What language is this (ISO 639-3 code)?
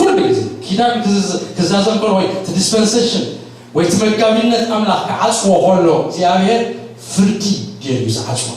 tir